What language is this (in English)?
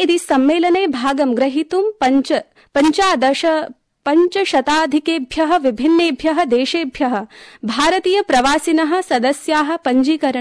Sanskrit